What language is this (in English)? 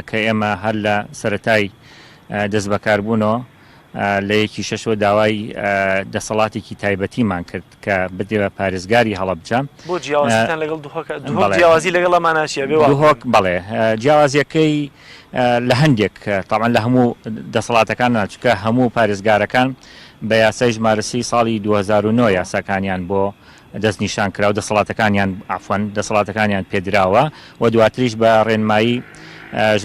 Central Kurdish